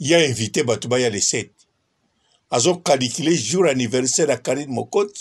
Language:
Lingala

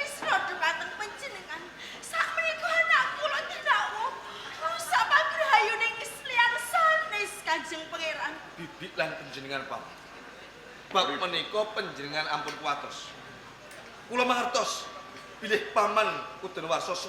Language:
Javanese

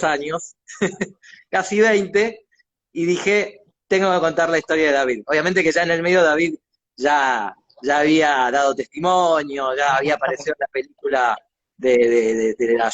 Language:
Ladino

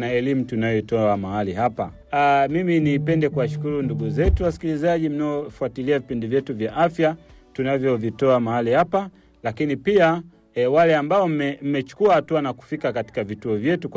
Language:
Swahili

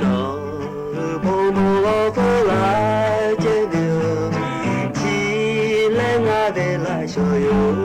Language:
Lahu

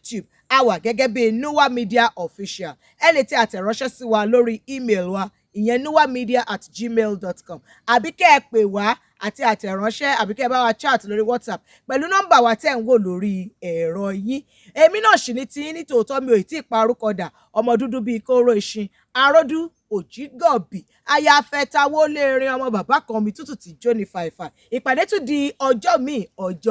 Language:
Yoruba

